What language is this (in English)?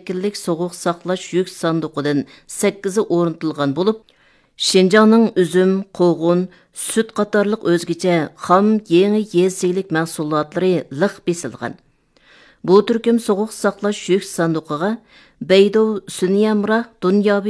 Uyghur